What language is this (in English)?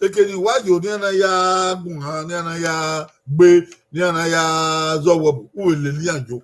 Bini